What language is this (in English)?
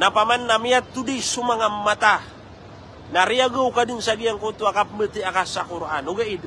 Maranao